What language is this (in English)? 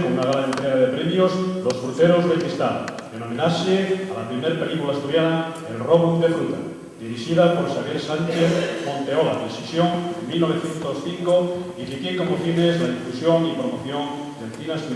Asturian